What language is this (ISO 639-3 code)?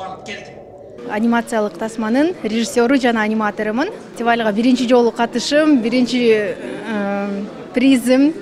kir